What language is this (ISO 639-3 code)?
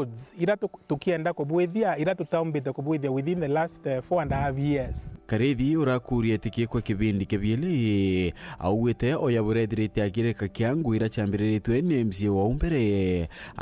mer